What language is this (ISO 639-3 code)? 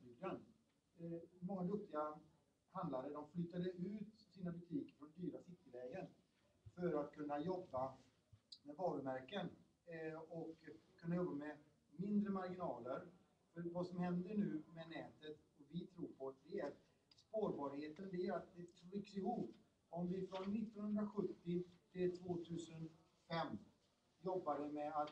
swe